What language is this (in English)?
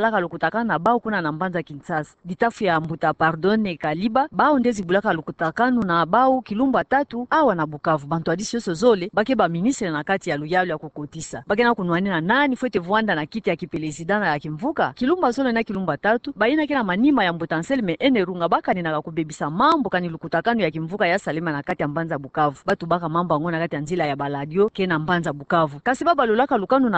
Kituba (Democratic Republic of Congo)